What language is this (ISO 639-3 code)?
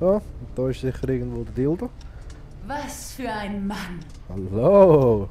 gsw